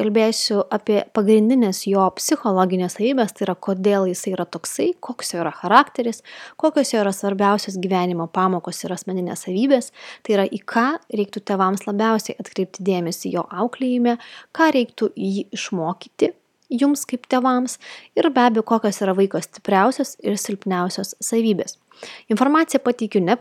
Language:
Lithuanian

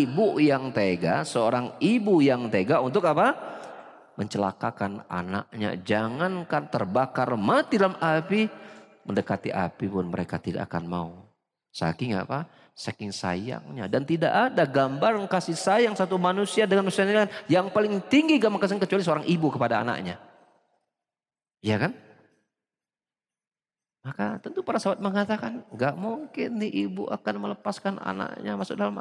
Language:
Indonesian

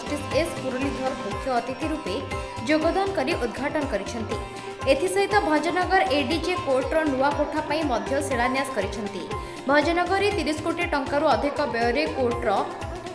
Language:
Odia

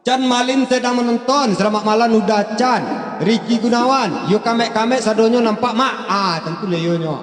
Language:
Minangkabau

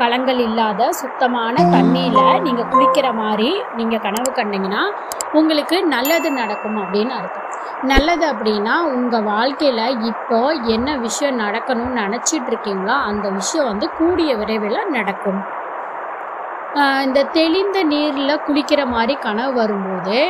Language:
Tamil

